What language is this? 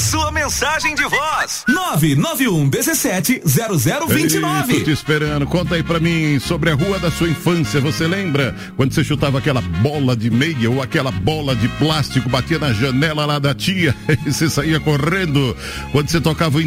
Portuguese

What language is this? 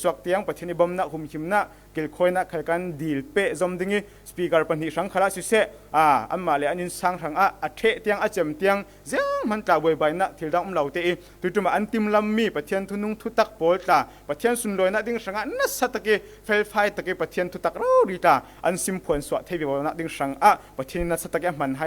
Falam Chin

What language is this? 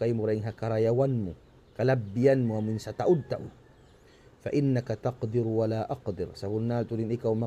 Tausug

